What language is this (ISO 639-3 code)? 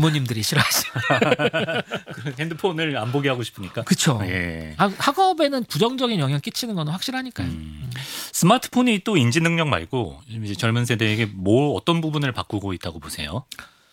kor